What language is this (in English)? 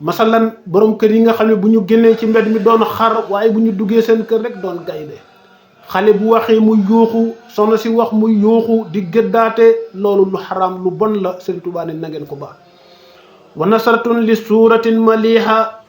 Wolof